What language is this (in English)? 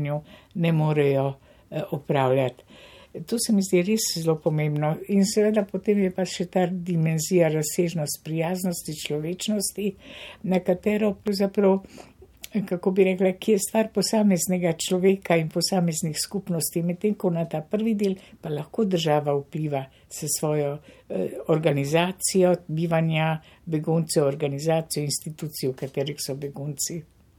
Slovenian